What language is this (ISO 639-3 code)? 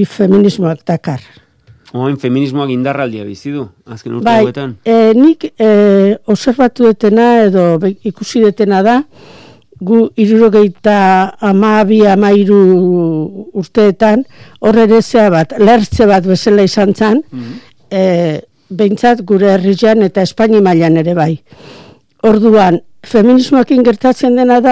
eus